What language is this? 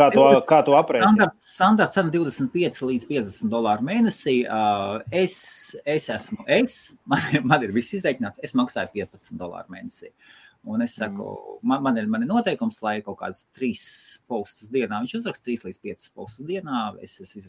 Latvian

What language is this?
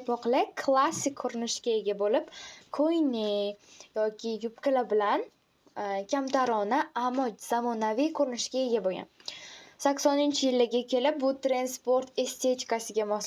Uzbek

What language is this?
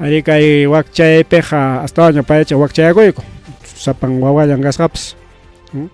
Ayacucho Quechua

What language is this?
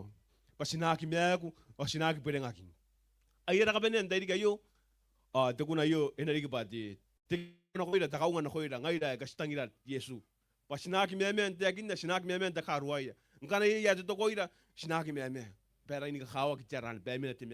Gilbertese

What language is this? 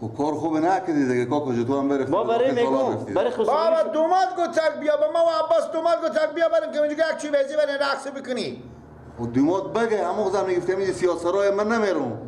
Persian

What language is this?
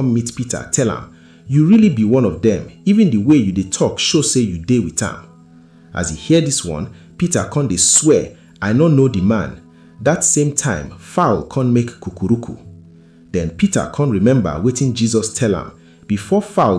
Nigerian Pidgin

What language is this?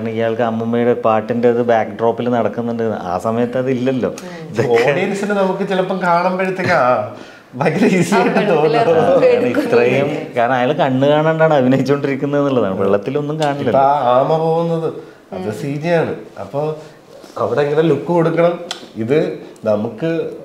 Malayalam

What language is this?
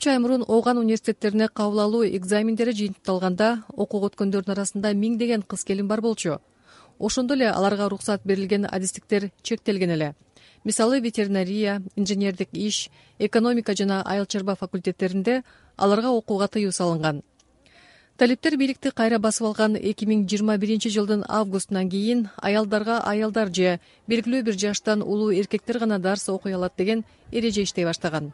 Kyrgyz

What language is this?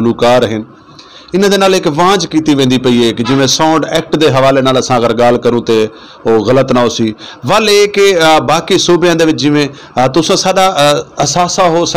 Saraiki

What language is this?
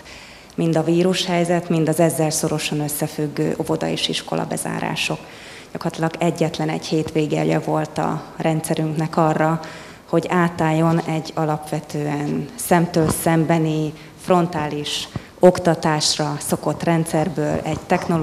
Hungarian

